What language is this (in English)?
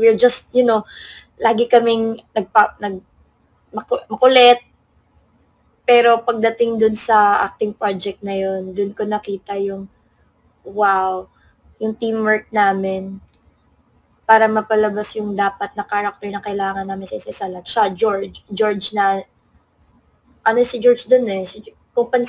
Filipino